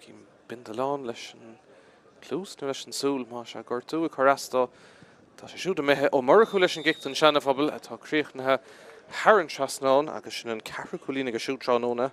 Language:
Irish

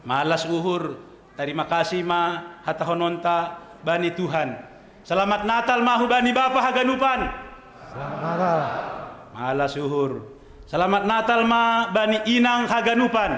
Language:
Batak Simalungun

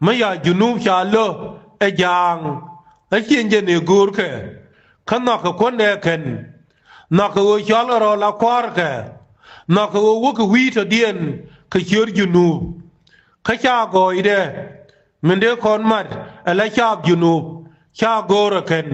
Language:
Nuer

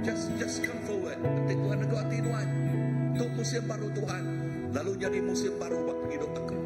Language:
Iban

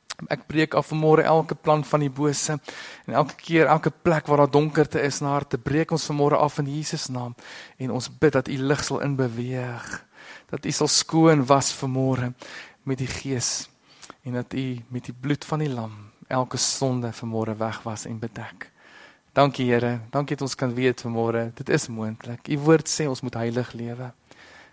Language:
Afrikaans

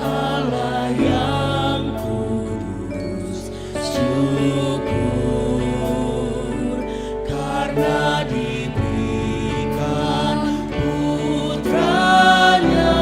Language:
Batak Simalungun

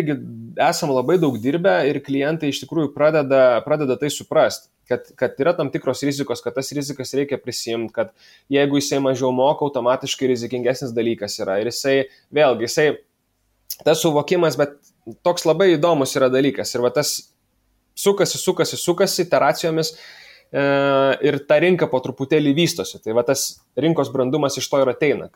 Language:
Lithuanian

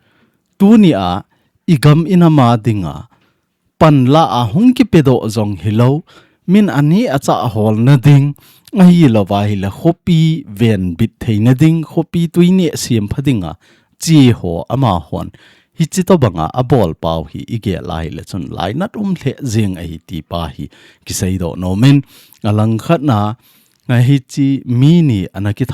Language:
Thado Chin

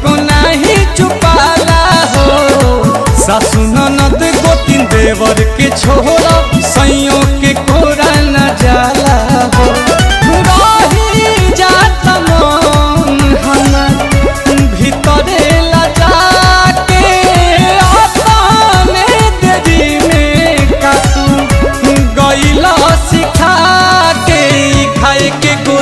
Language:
Bhojpuri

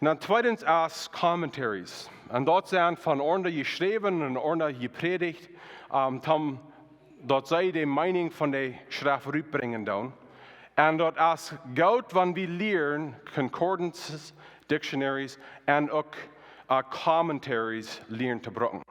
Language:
Plautdietsch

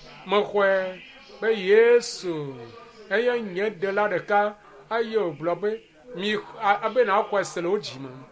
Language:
Ewe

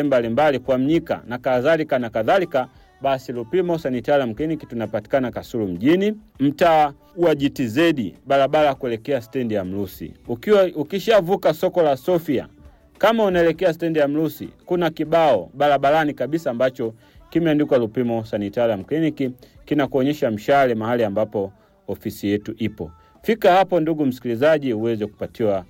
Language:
Swahili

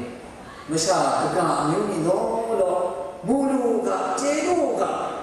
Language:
Kachin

